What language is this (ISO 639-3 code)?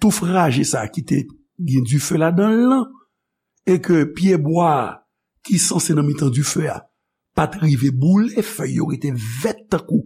hat